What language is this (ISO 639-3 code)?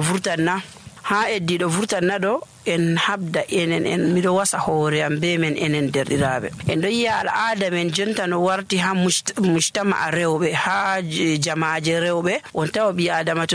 fuv